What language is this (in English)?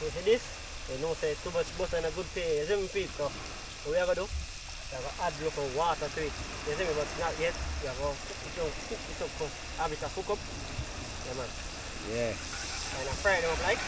Jamaican Creole English